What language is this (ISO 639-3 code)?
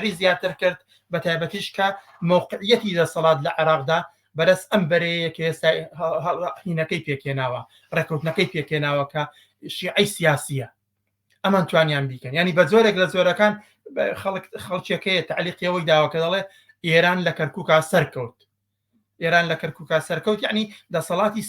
ckb